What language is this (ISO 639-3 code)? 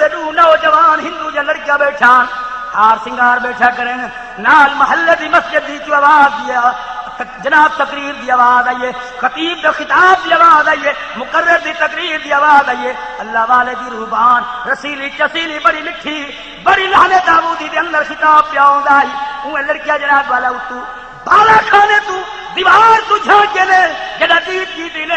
skr